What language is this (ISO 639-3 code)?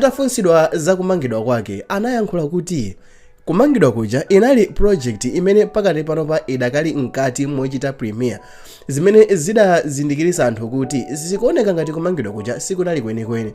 nya